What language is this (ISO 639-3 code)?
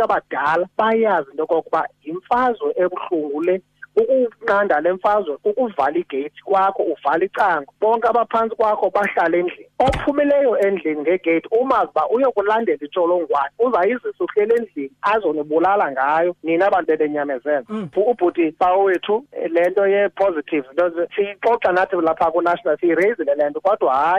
xho